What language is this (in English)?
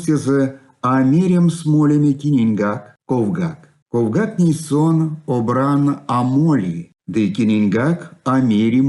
Erzya